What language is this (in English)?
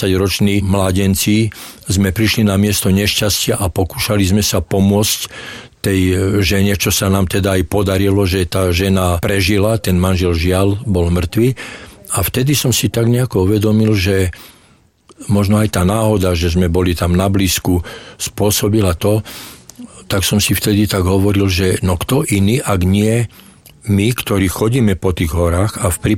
Slovak